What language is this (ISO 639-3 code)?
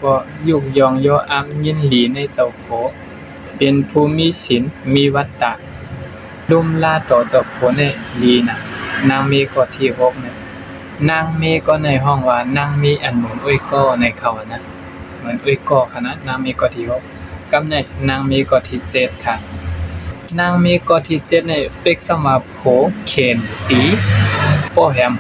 shn